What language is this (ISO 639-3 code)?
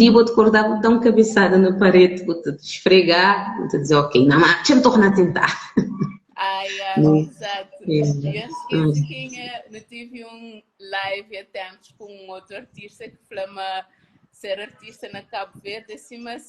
kea